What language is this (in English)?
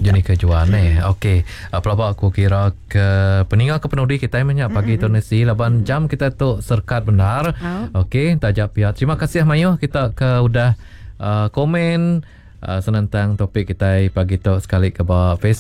Iban